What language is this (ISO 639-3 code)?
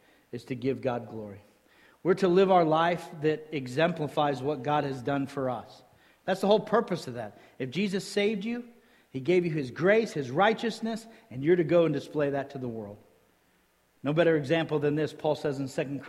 eng